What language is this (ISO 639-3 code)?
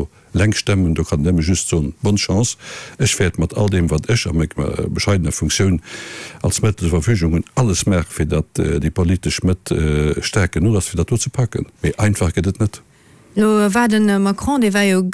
ltz